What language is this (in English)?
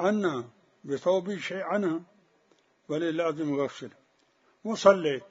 Mesopotamian Arabic